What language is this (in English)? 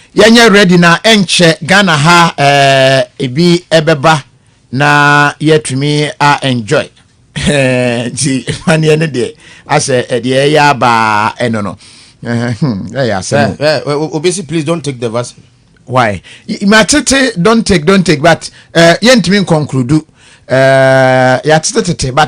Akan